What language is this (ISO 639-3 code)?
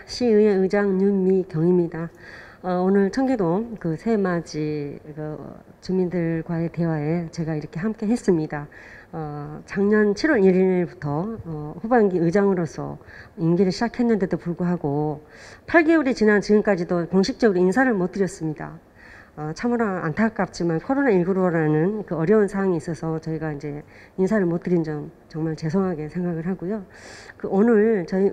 kor